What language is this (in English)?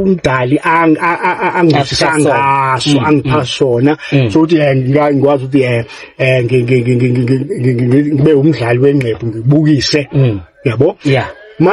Zulu